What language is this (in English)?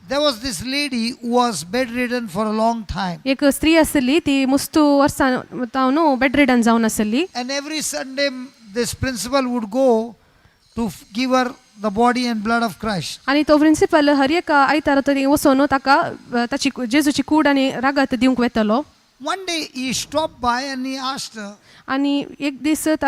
Konkani